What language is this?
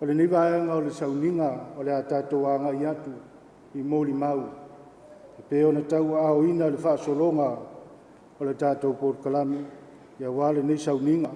Samoan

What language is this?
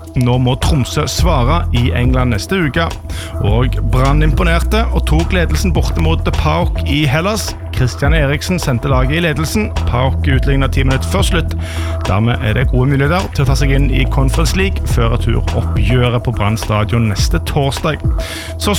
Norwegian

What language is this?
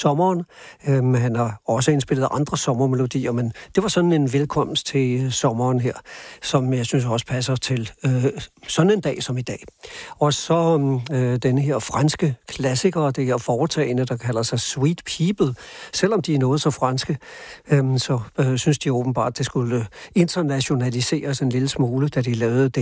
Danish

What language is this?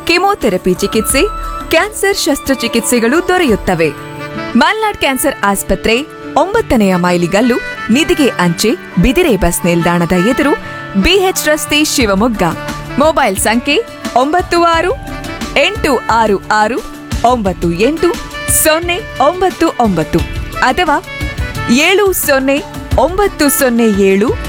Kannada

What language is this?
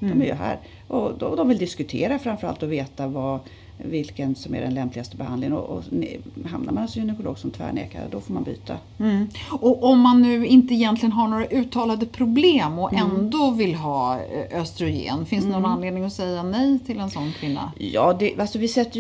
Swedish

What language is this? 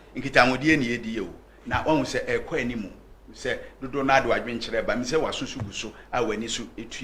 Akan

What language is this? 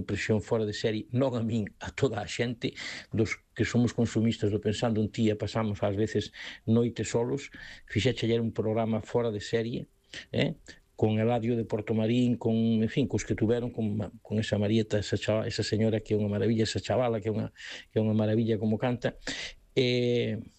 Galician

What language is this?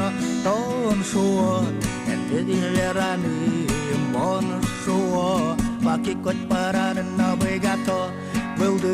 Udmurt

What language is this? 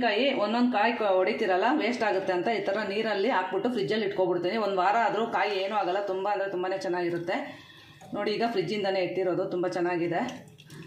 Kannada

